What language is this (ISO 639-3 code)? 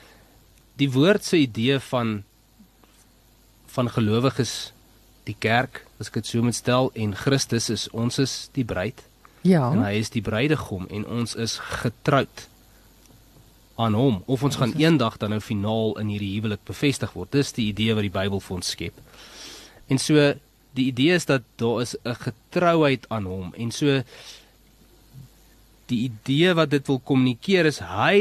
afr